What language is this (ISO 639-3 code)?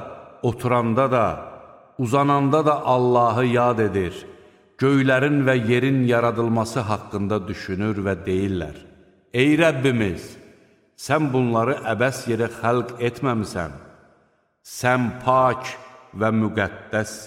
aze